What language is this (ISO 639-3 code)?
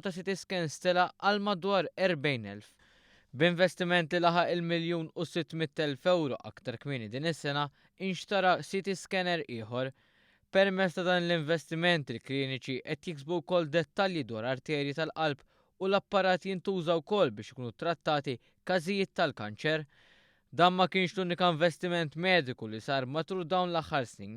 mlt